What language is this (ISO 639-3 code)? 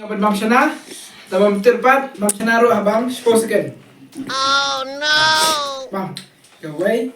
kha